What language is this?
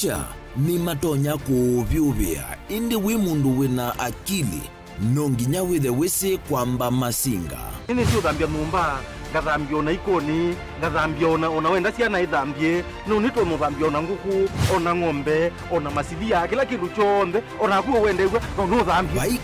Kamba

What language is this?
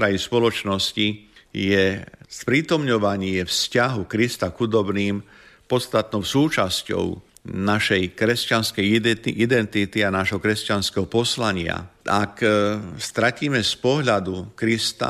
Slovak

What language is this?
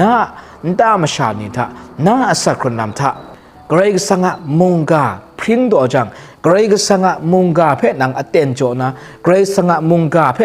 Kachin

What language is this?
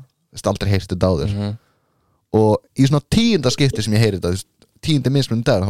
Icelandic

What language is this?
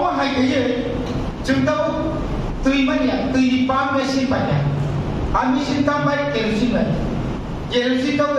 Kok Borok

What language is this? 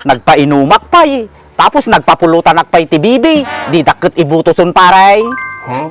Iloko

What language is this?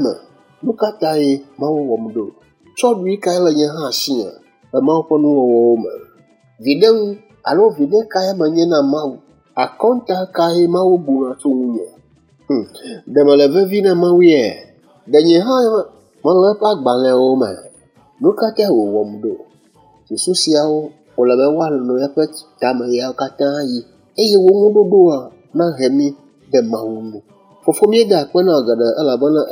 Ewe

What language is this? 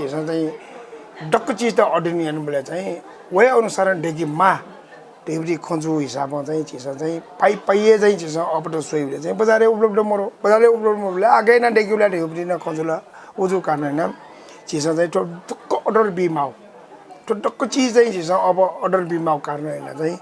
Newari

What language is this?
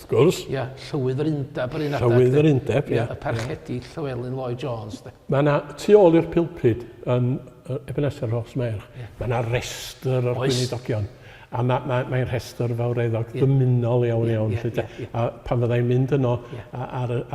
Welsh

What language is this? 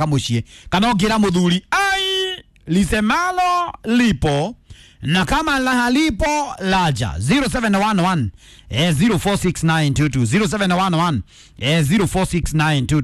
Kikuyu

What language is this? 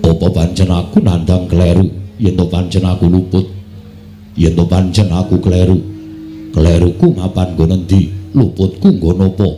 Javanese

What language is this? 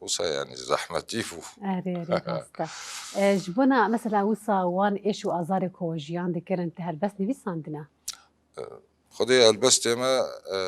Kurdish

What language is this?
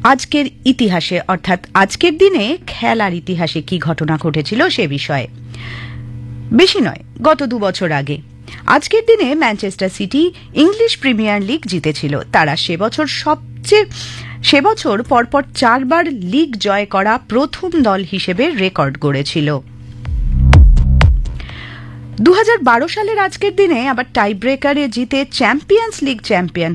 Bangla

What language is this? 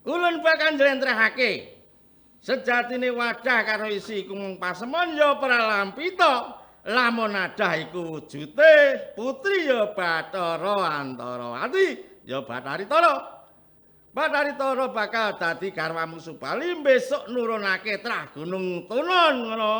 Javanese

